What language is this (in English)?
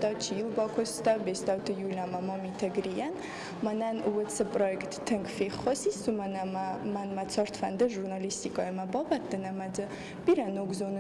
Ossetic